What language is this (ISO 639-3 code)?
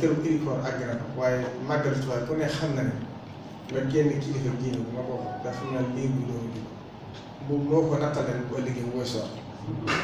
wol